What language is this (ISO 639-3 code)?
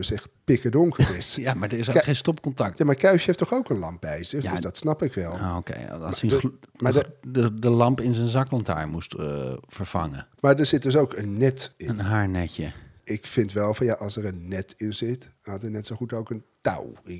nld